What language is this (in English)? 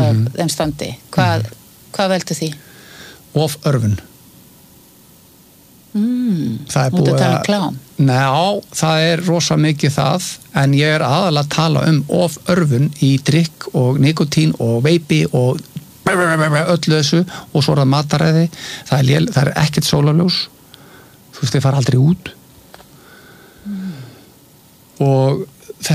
Icelandic